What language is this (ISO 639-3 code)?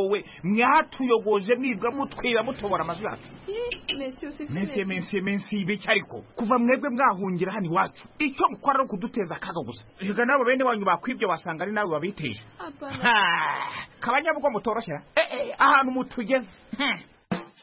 kin